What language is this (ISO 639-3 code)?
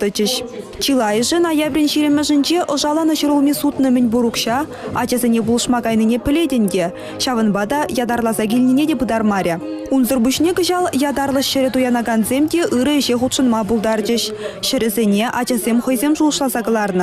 chv